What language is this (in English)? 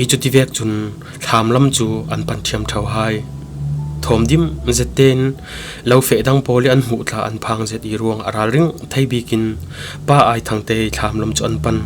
Falam Chin